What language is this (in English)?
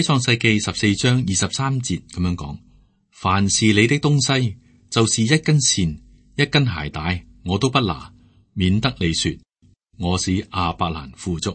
Cantonese